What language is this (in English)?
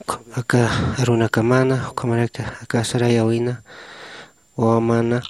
Aymara